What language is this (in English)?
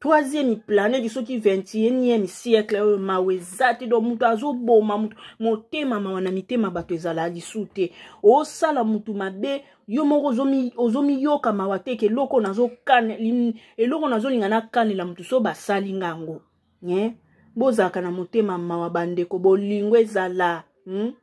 Lingala